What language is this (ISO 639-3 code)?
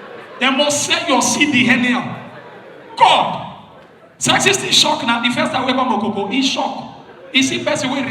pcm